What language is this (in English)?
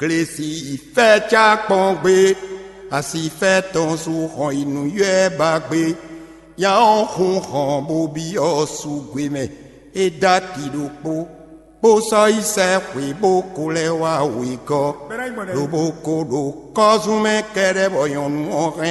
Fon